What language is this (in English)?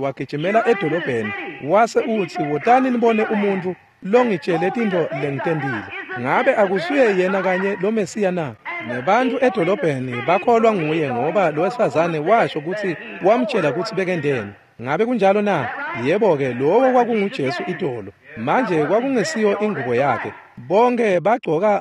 Swati